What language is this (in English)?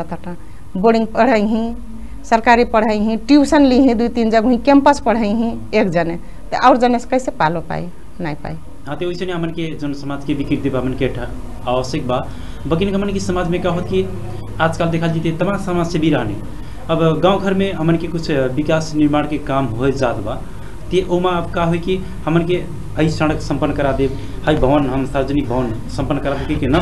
Bhojpuri